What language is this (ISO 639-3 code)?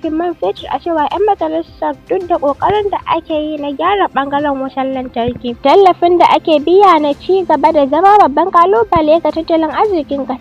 hau